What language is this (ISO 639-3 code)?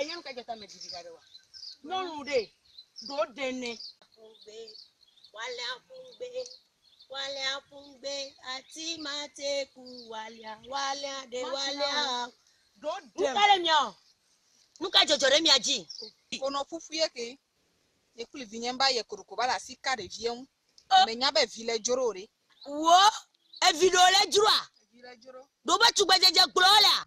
ewe